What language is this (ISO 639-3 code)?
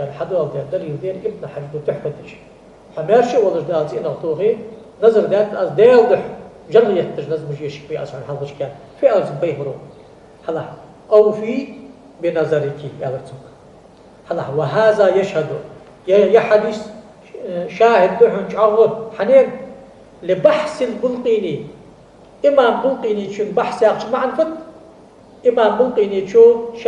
inh